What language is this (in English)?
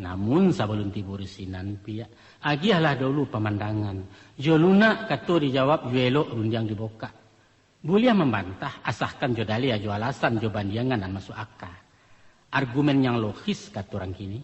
Minangkabau